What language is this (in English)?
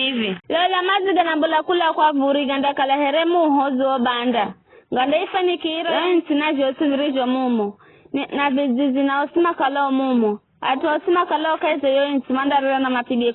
Giryama